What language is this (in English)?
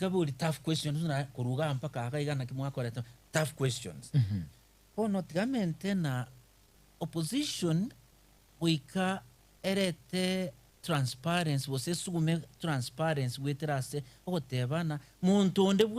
Gusii